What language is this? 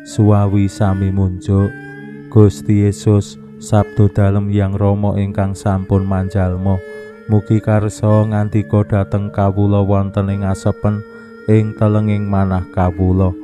Javanese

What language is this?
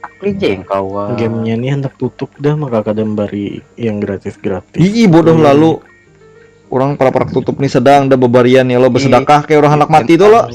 Banjar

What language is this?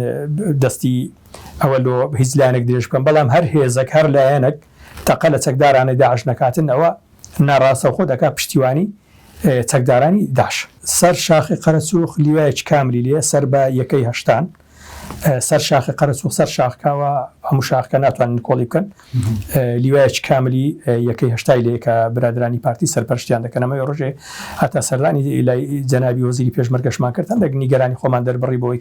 Central Kurdish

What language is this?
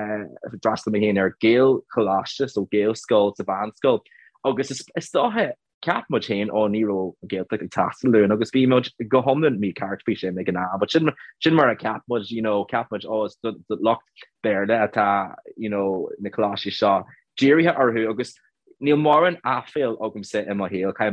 Irish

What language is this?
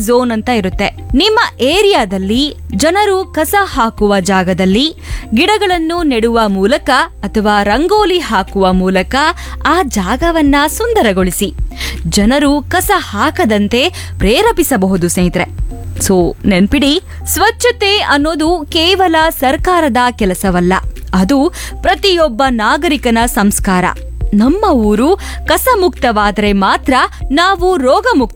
Kannada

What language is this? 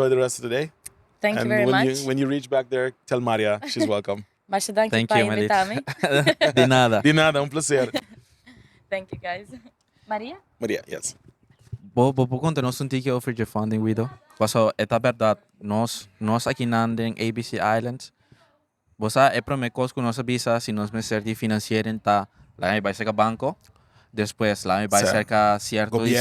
Papiamento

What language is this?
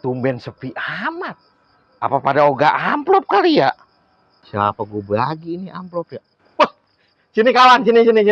Betawi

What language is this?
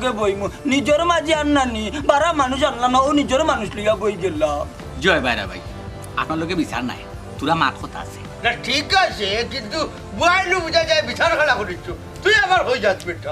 Sylheti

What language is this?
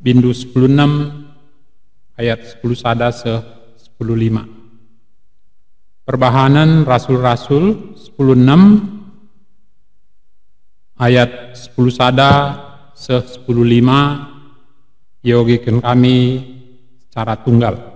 Batak Karo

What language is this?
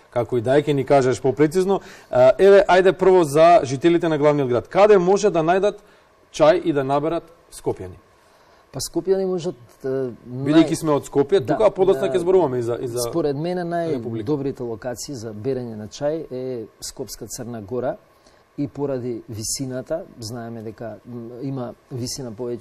Macedonian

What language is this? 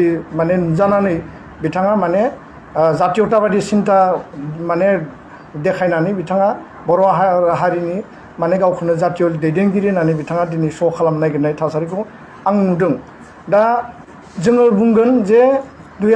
Bodo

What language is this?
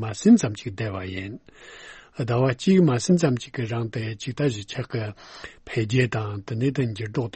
Tibetan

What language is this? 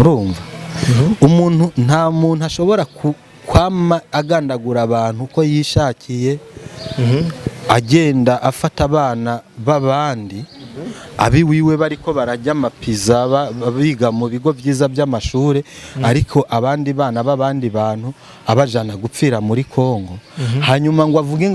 Rundi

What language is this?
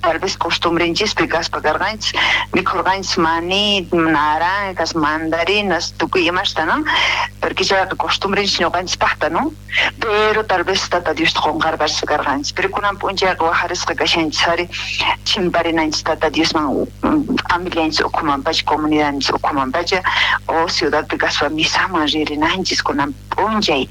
South Bolivian Quechua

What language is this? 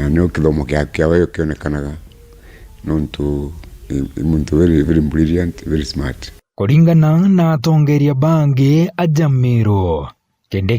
Meru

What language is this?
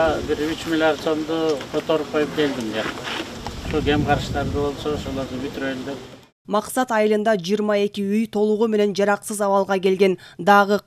Kyrgyz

